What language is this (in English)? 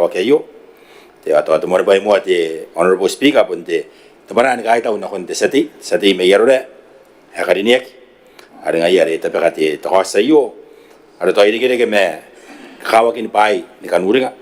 Gilbertese